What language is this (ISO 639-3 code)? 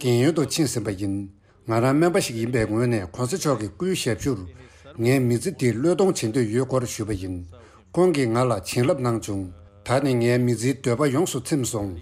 bod